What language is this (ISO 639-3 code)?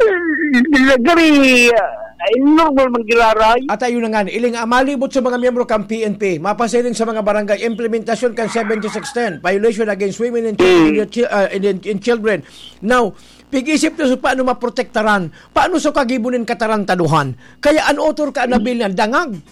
bik